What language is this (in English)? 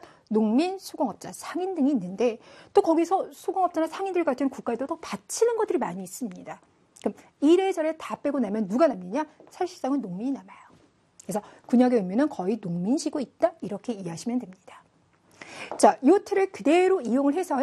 Korean